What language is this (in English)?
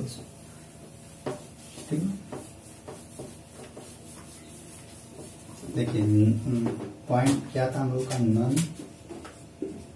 Hindi